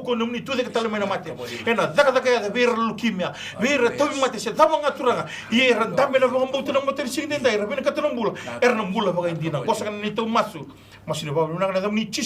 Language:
Fijian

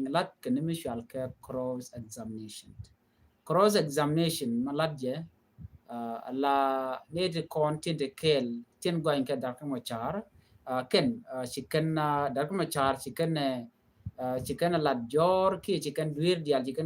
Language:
Nuer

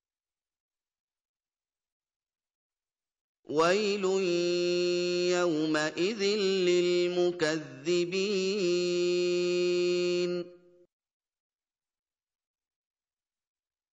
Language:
Arabic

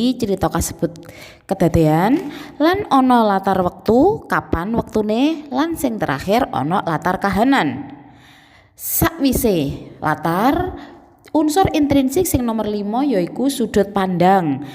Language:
Javanese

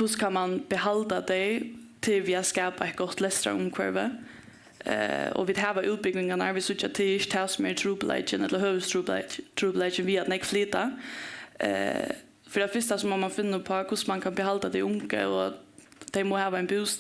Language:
Faroese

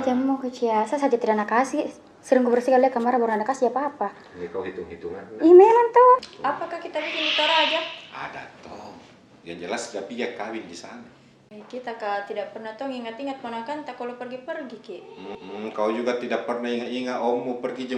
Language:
Makassar Malay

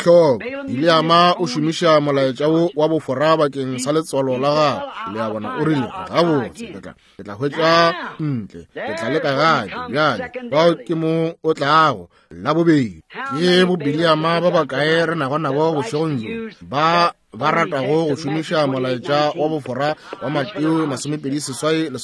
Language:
Northern Sotho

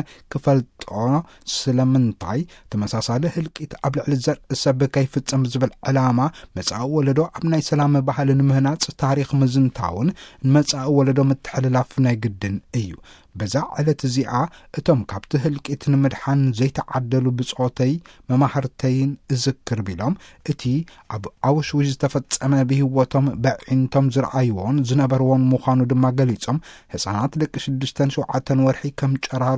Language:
Tigrinya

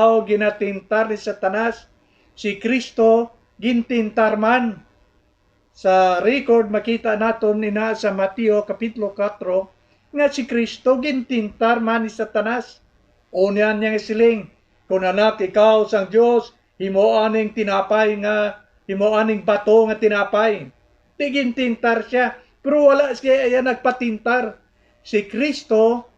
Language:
Hiligaynon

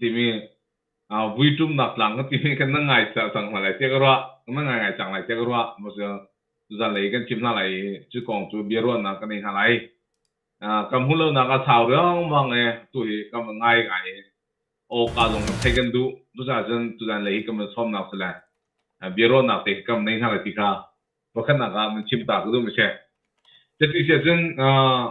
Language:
Hakha Chin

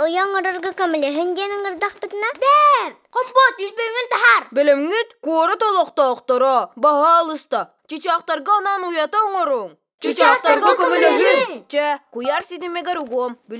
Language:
Yakut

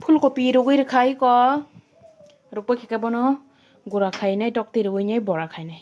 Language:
Kok Borok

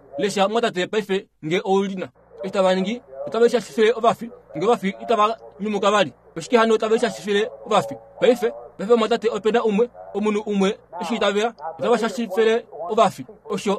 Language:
Kuanyama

